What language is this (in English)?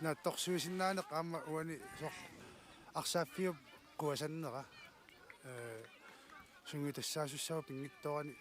Kalaallisut